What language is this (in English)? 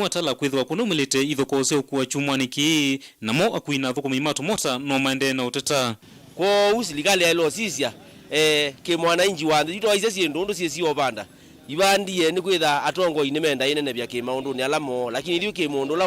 Kamba